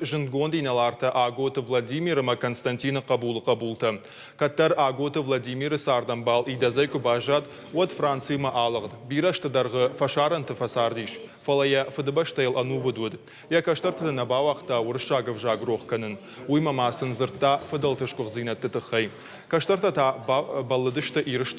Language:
Ossetic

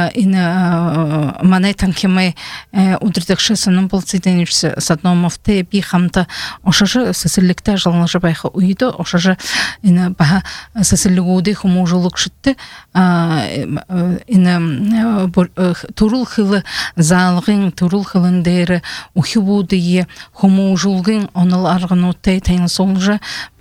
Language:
Buriat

